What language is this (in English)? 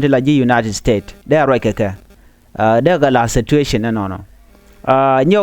Nuer